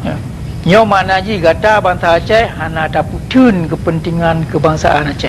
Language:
Achinese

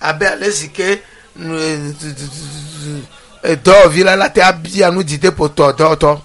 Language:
Ewe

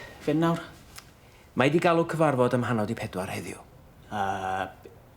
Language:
Welsh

